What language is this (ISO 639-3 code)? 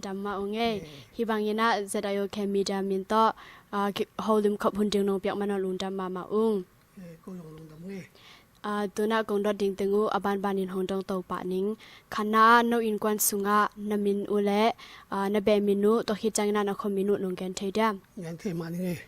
ctd